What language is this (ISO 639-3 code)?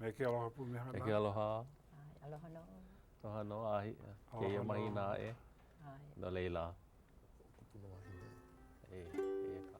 haw